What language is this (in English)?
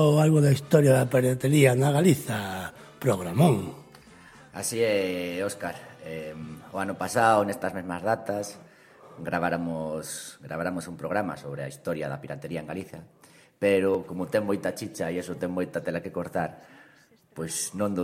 Galician